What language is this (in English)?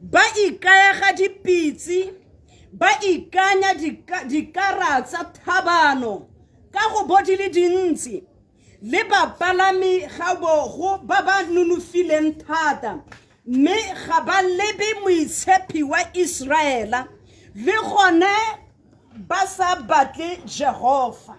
Tswana